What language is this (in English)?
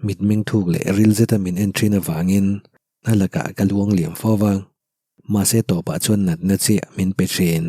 Mizo